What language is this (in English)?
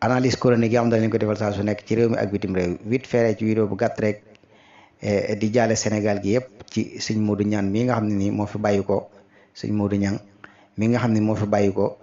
Wolof